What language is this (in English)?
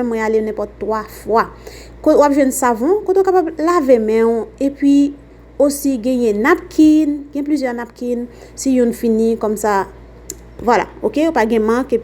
Haitian Creole